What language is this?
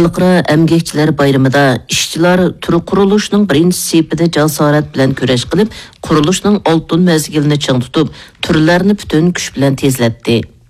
Uyghur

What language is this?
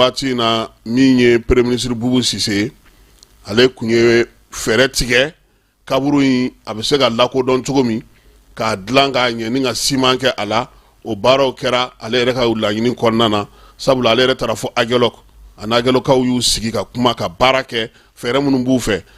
Bambara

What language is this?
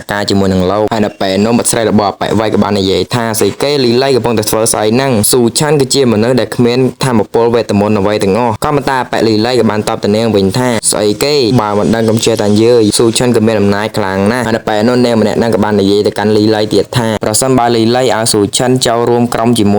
Khmer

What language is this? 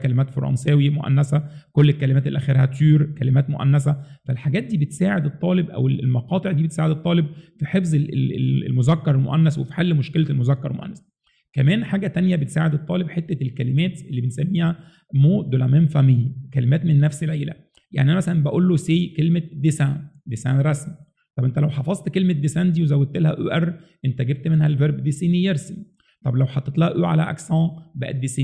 Egyptian Arabic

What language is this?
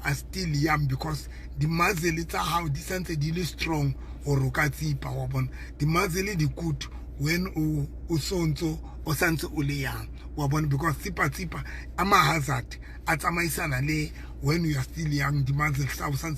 Southern Sotho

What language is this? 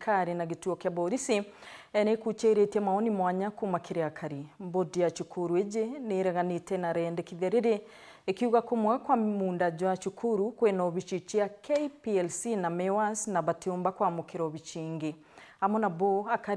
Meru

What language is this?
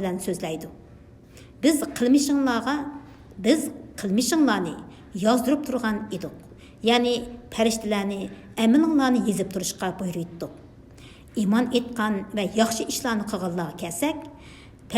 Uyghur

